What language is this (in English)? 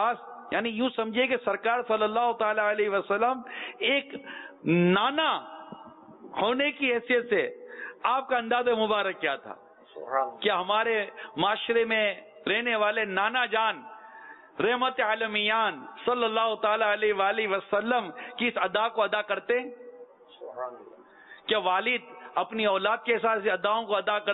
Urdu